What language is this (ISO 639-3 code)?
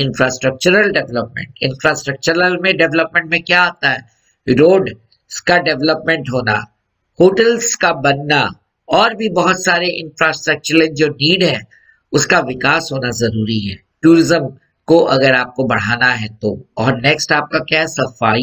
hin